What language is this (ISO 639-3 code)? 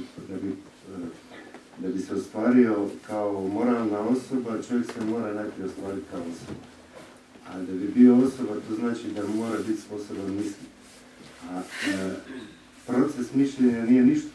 hrv